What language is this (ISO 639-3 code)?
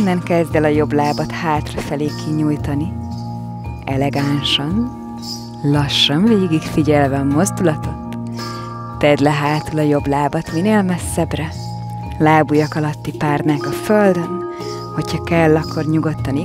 hun